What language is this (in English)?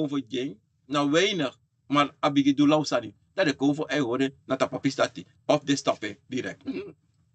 Sranan Tongo